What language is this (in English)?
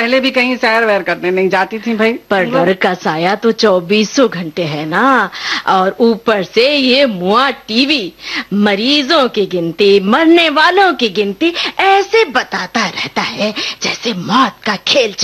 Hindi